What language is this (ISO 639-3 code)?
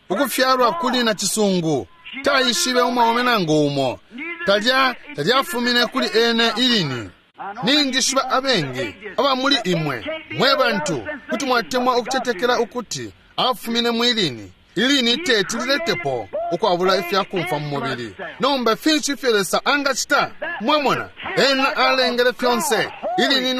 bem